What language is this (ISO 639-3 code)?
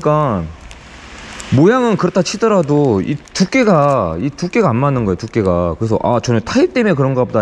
kor